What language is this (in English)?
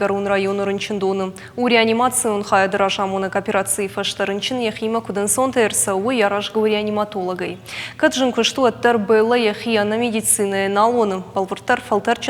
Ossetic